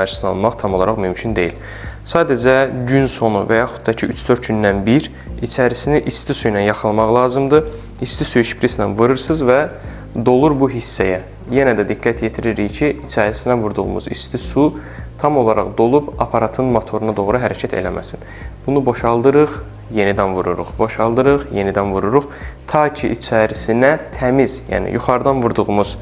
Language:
Azerbaijani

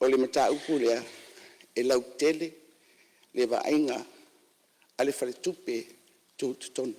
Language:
Samoan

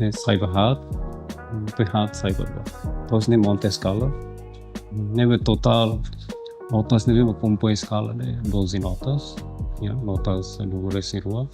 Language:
Tetum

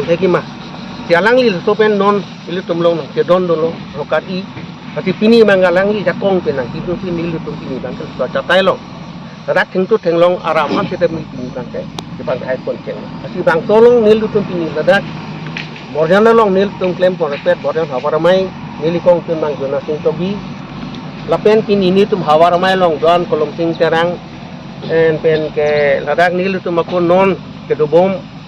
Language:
Karbi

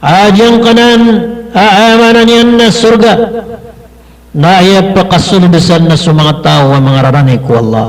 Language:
Maranao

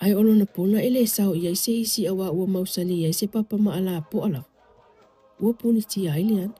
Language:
Samoan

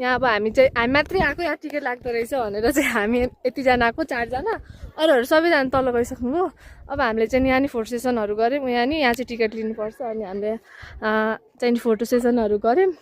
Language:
Nepali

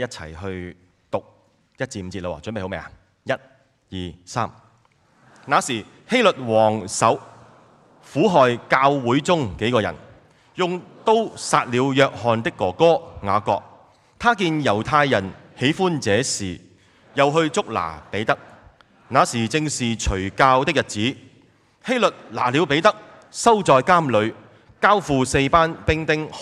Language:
Cantonese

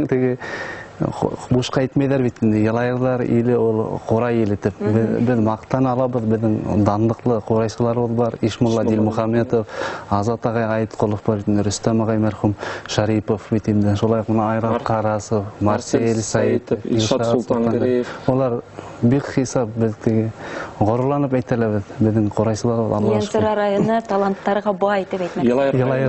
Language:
Bashkir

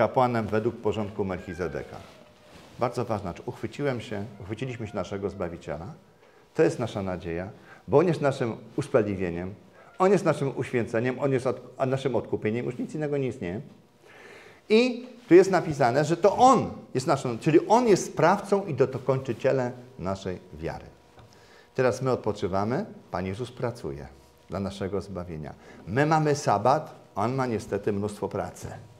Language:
Polish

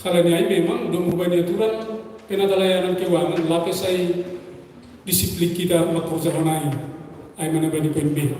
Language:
Batak Simalungun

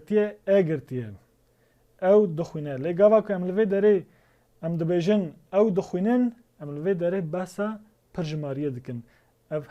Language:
Kurdish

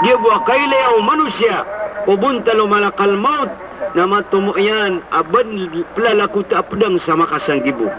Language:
Maranao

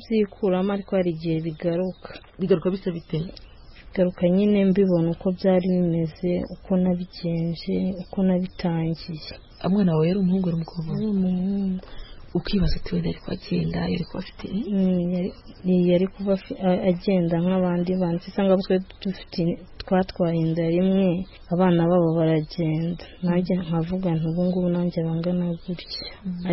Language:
Kinyarwanda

